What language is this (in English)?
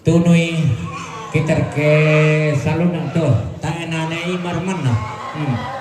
Toraja-Sa'dan